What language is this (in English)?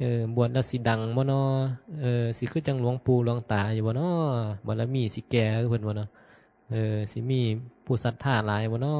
Northeastern Thai